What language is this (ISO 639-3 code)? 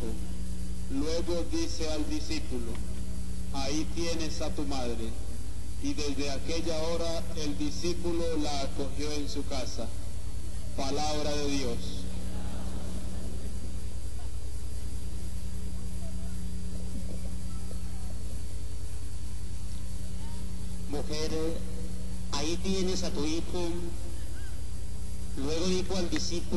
spa